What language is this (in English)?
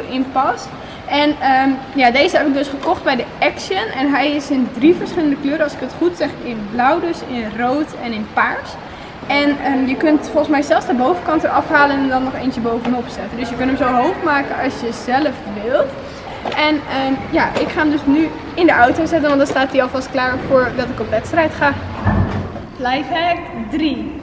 Dutch